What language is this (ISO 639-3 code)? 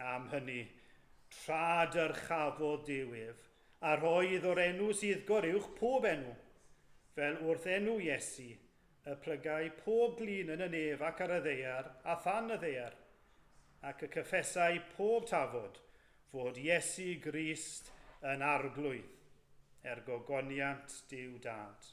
cym